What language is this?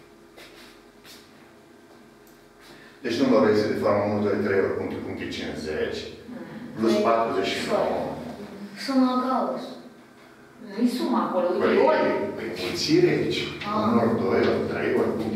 Romanian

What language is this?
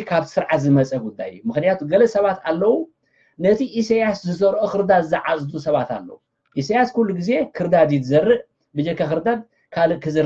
Tigrinya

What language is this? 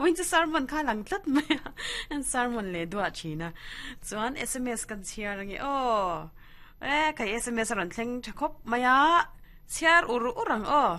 Mizo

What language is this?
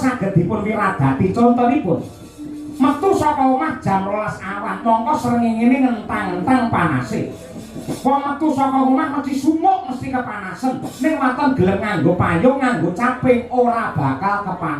Javanese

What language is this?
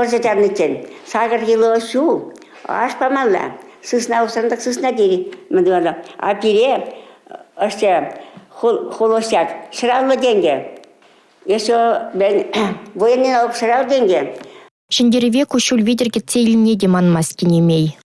Chuvash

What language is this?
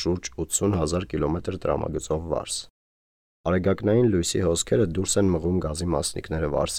Armenian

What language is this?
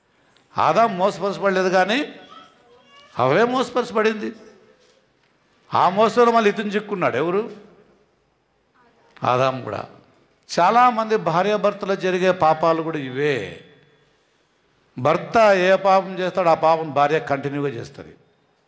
Telugu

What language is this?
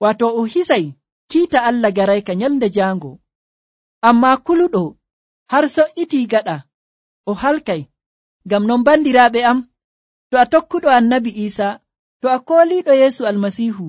Nigerian Fulfulde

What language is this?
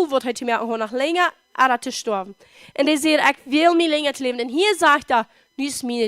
Plautdietsch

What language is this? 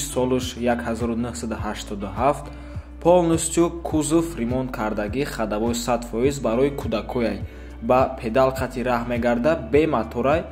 Tajik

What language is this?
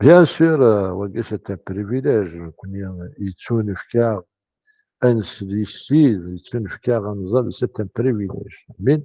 Kabyle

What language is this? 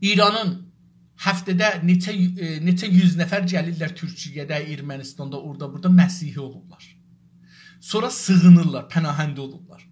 South Azerbaijani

